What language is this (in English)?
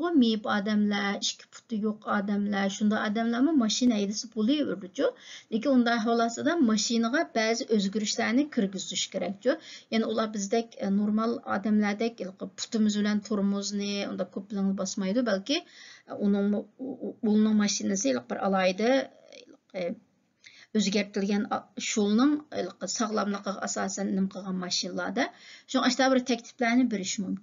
Uyghur